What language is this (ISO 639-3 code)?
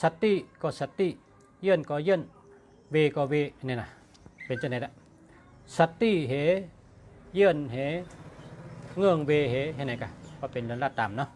shn